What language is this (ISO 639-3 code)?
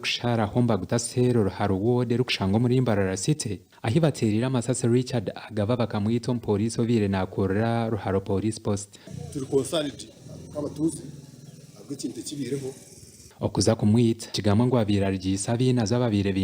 nyn